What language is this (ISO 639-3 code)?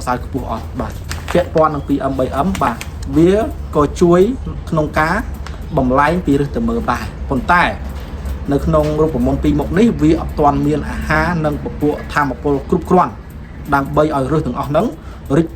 khm